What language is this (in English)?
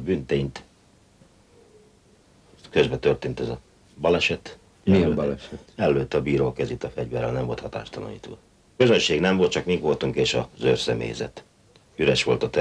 Hungarian